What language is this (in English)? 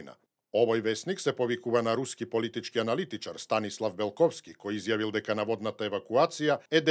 Macedonian